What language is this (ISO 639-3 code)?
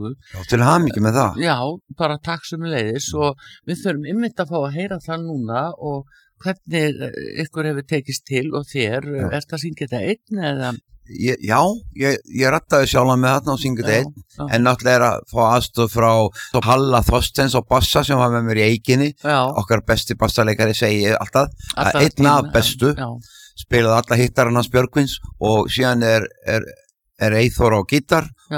isl